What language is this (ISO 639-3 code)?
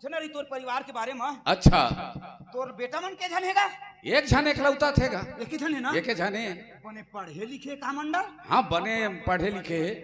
hne